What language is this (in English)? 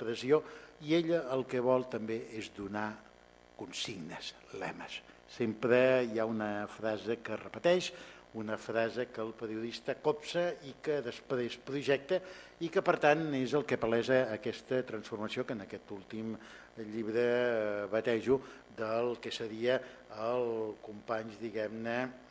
Catalan